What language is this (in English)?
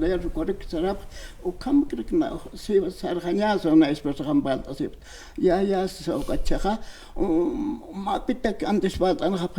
Aymara